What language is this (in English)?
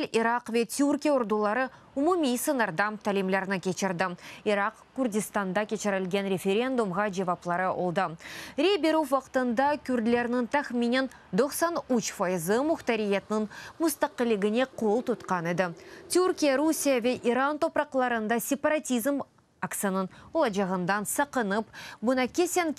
Crimean Tatar